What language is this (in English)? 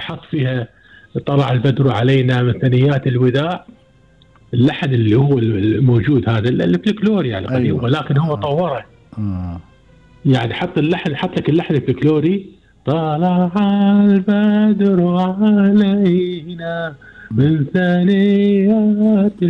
Gulf Arabic